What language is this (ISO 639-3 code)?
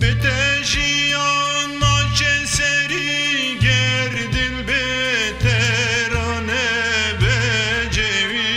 kur